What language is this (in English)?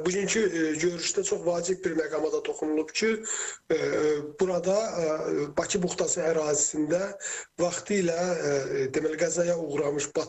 Azerbaijani